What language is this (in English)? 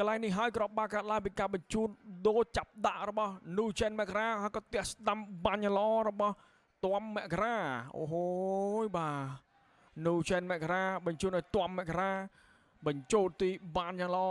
Khmer